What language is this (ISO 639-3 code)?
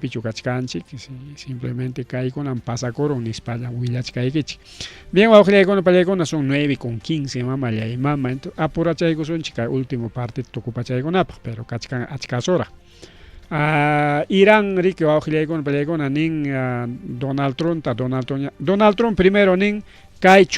quy